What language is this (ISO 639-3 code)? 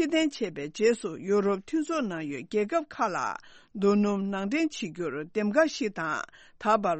bod